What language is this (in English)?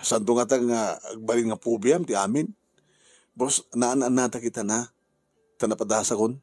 Iloko